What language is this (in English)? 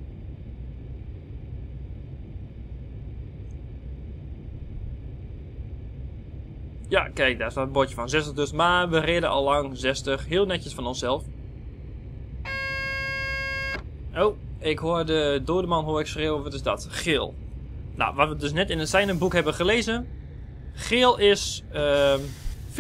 Dutch